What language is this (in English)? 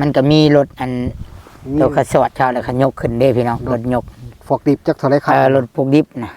Northeastern Thai